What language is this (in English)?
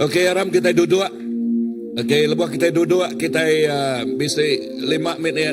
Iban